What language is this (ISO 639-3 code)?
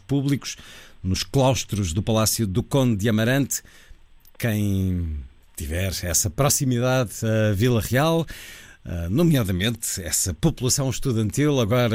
por